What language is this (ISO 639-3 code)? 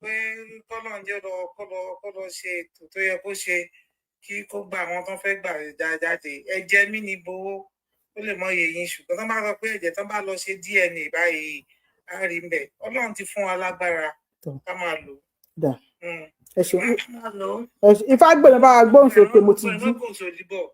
yor